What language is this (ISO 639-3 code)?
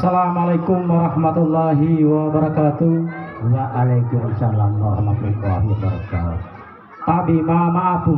gor